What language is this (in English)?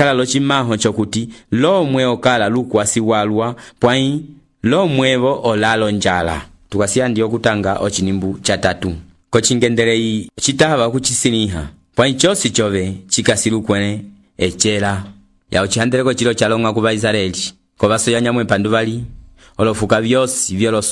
Umbundu